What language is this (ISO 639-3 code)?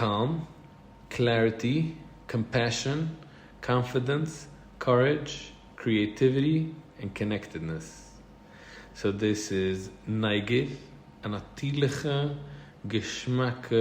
yid